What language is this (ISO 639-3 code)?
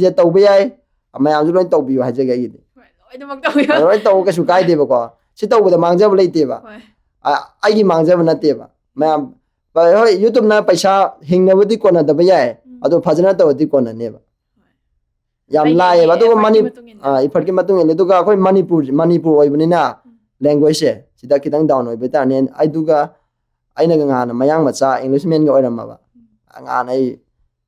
mni